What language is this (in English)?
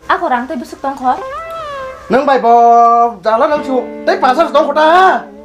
Kok Borok